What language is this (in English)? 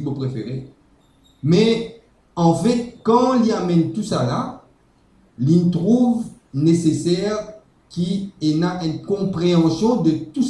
Morisyen